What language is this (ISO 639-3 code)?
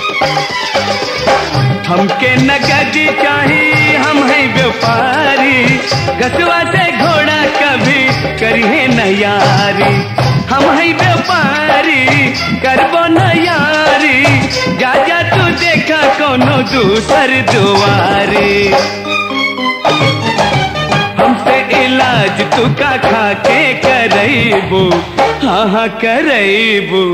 bho